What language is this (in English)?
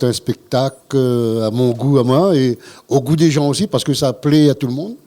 Réunion Creole French